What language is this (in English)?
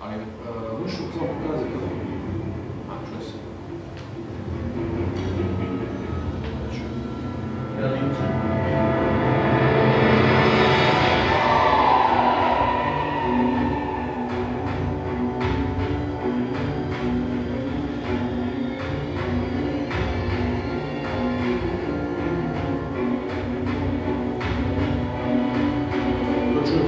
Croatian